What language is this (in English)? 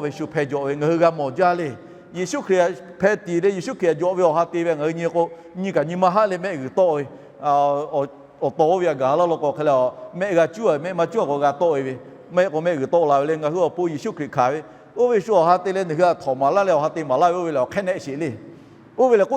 Lahu